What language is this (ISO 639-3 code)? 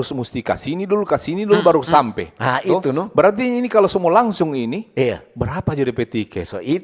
xmm